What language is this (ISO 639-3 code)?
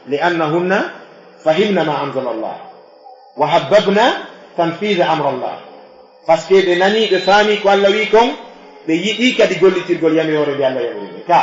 ful